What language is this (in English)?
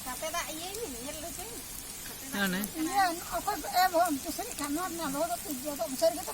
Santali